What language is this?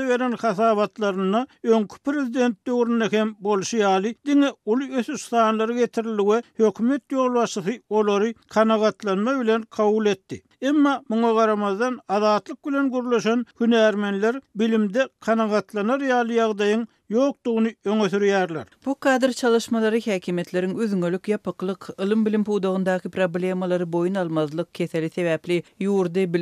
Turkmen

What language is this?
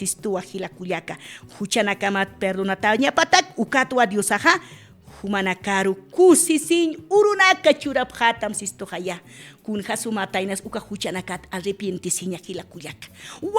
Aymara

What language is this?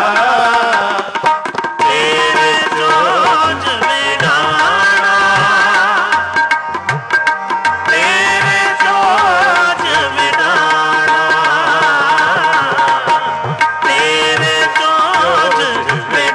Punjabi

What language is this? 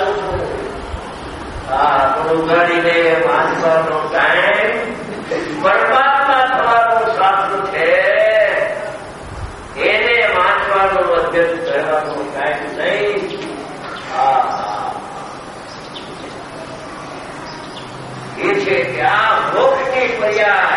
Gujarati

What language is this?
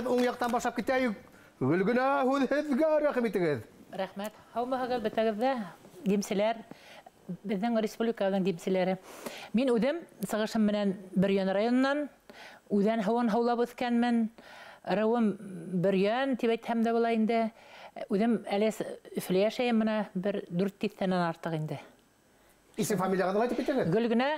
Bashkir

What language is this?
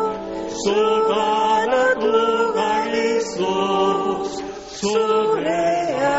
Basque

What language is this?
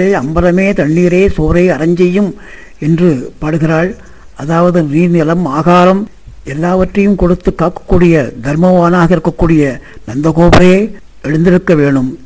Tamil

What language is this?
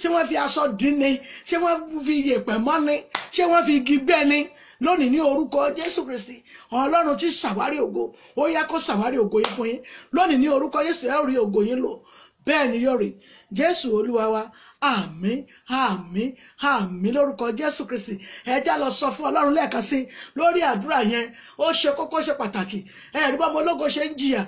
Yoruba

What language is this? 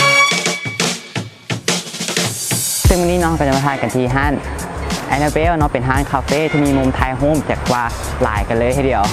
Lao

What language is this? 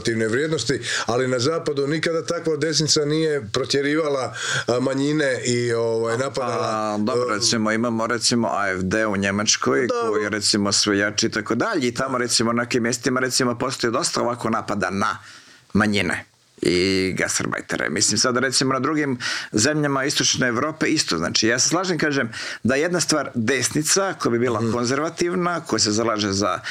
Croatian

